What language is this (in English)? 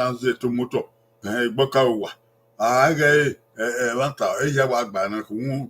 Bini